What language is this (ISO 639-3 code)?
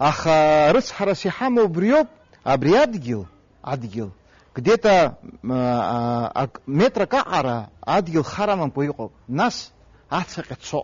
abk